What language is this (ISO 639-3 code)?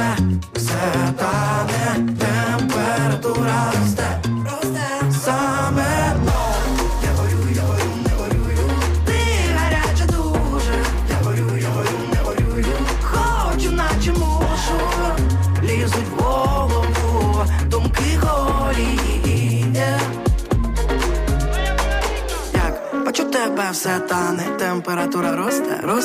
ukr